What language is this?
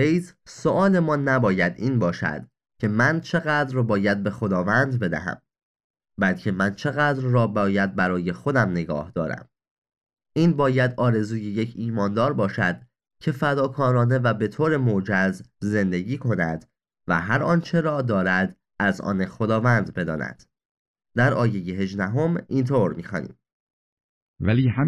Persian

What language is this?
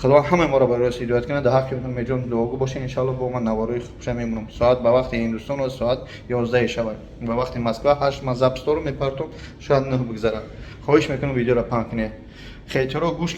Tajik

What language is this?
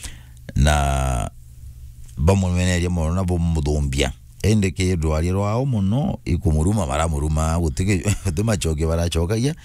Meru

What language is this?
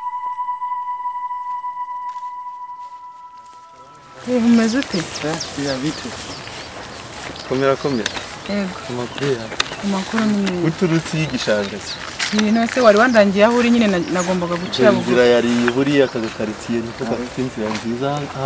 Kinyarwanda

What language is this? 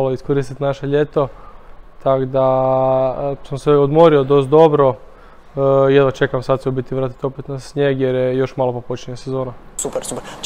Croatian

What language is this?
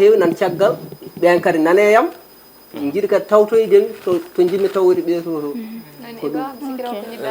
Fula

